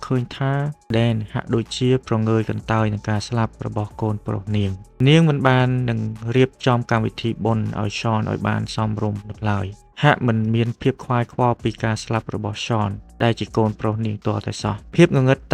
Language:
Khmer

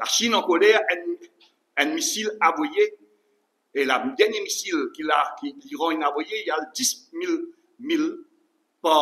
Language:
Morisyen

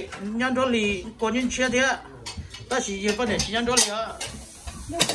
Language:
Hmong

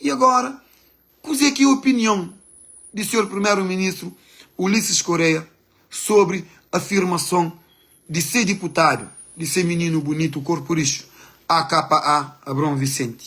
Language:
Kabuverdianu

